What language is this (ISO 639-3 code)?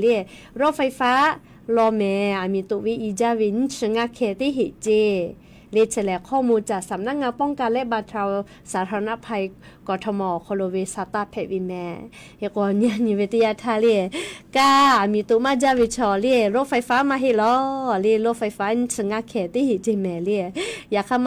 lhu